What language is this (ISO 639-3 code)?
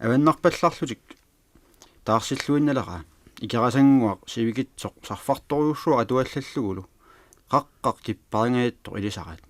kal